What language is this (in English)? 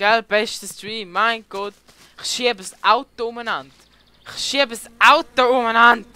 Swiss German